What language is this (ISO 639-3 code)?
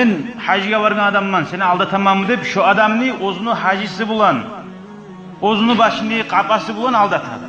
kum